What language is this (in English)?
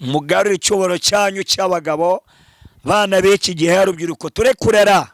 Kinyarwanda